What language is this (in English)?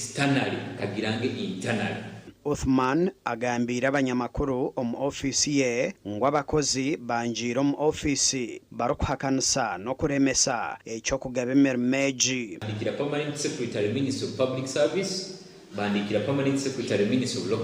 Nyankole